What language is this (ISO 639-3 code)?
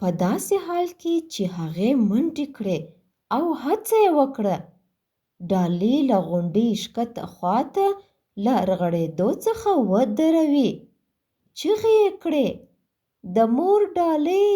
pus